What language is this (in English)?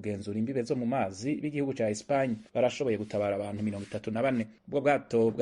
Rundi